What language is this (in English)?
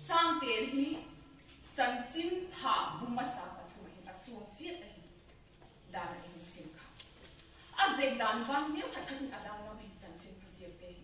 Vaiphei